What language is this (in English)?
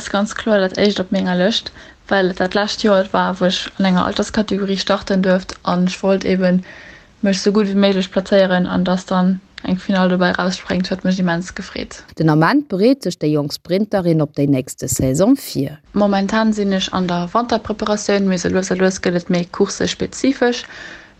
Luxembourgish